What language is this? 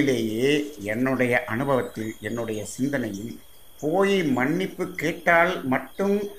Tamil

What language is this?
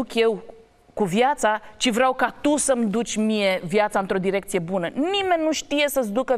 Romanian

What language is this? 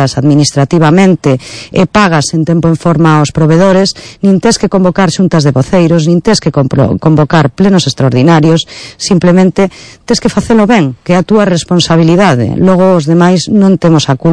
Galician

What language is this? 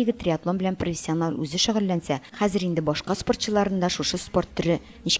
Tatar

